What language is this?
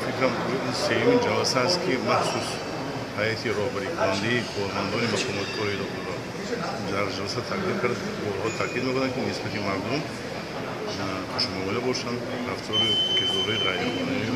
Tajik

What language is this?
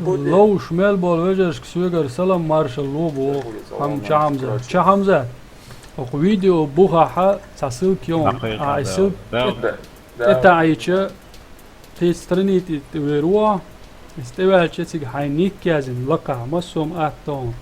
Chechen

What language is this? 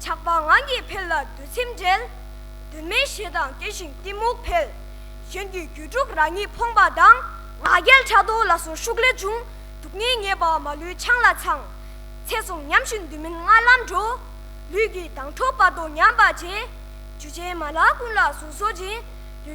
Tibetan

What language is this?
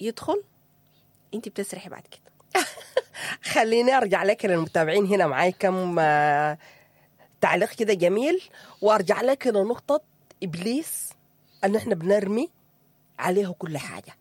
Sudanese Arabic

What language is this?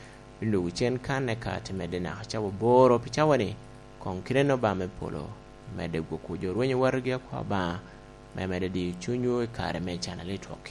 Lango (Uganda)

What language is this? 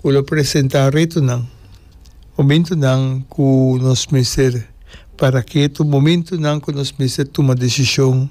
Papiamento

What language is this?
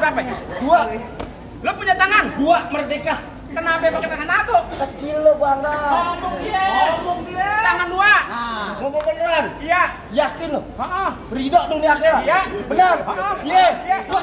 Betawi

